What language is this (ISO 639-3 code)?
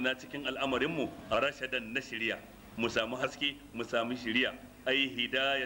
hau